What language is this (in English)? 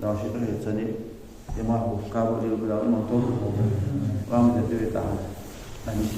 Ingush